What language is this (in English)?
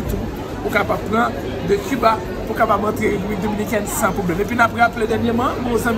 Haitian Creole